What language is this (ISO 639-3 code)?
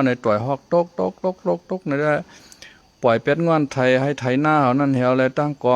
shn